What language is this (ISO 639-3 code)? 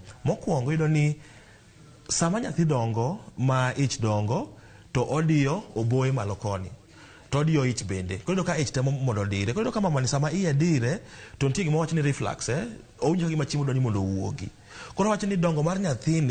luo